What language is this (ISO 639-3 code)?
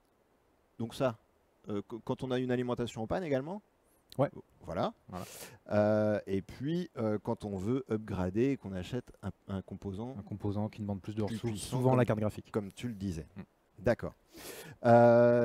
fra